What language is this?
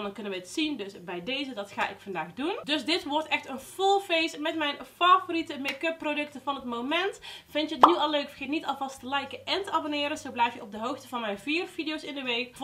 Dutch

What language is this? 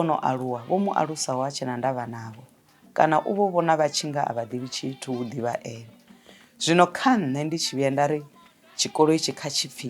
Venda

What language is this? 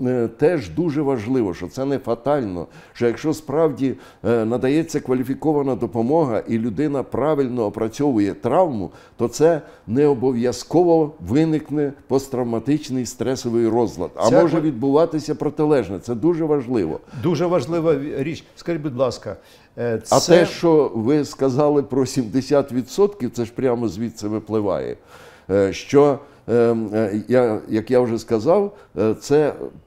Ukrainian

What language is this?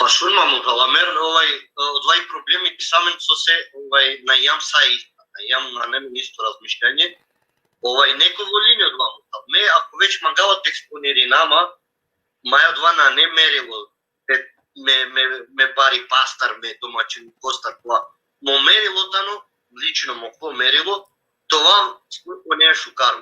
Balkan Romani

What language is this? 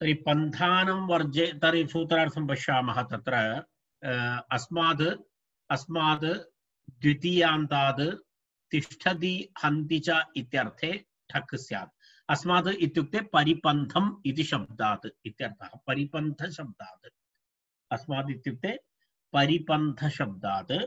Sanskrit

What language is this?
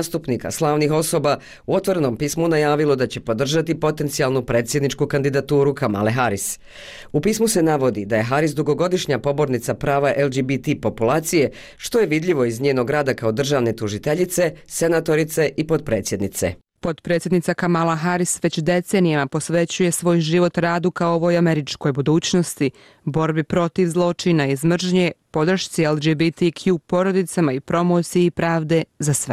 Bosnian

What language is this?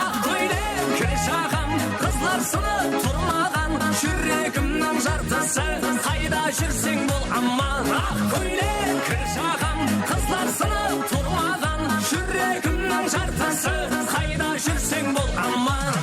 Kara-Kalpak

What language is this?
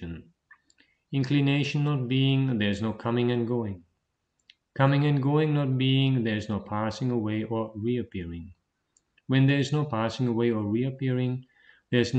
English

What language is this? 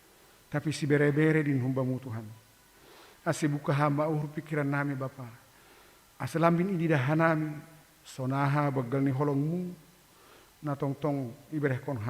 Batak Simalungun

